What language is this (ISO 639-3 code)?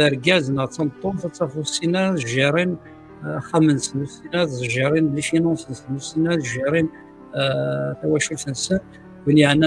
kab